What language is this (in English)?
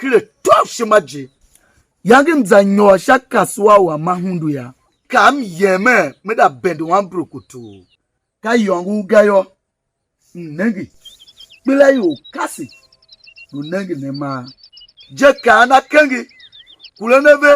Tiv